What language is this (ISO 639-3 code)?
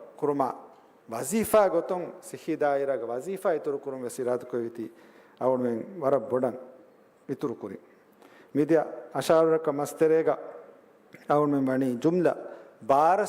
div